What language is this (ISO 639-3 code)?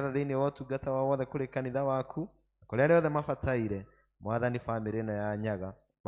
kik